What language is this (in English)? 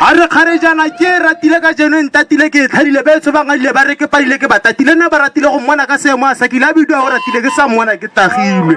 Tswana